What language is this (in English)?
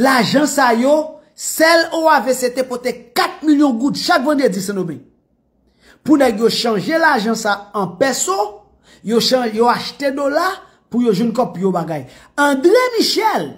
Haitian Creole